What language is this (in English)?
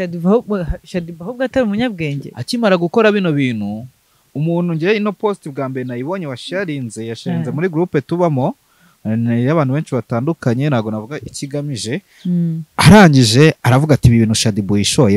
Kinyarwanda